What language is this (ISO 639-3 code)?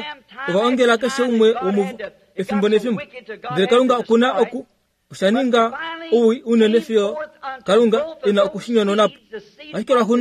kua